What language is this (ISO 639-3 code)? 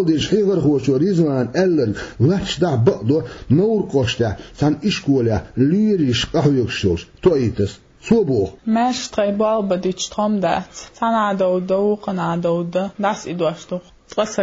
che